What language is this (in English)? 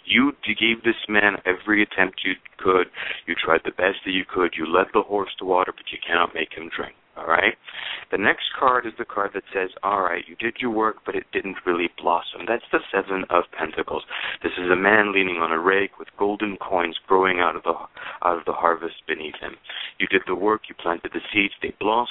English